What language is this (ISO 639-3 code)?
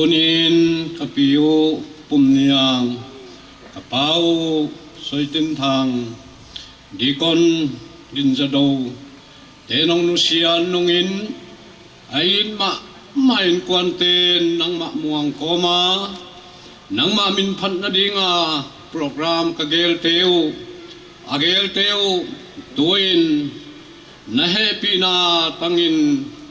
pck